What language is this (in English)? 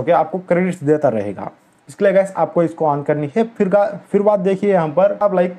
Hindi